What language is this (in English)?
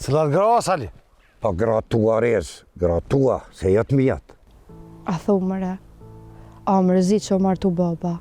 Albanian